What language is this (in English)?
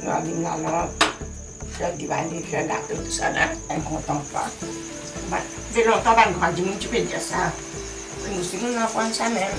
Morisyen